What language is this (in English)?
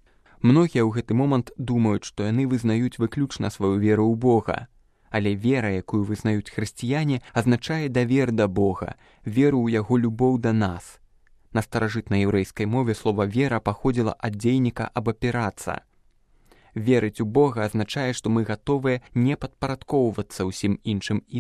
Belarusian